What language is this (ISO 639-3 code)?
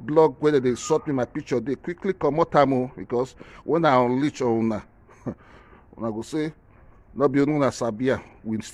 pcm